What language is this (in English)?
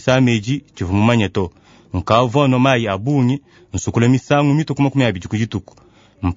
Luba-Lulua